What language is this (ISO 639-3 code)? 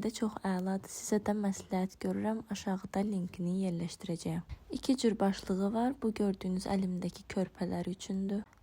aze